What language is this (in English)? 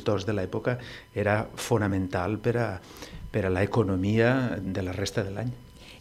Catalan